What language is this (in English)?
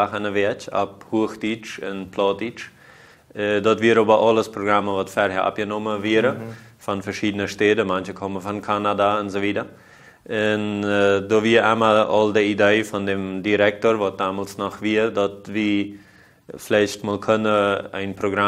Plautdietsch